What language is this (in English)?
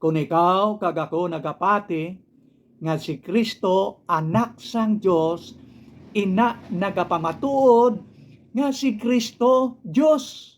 Hiligaynon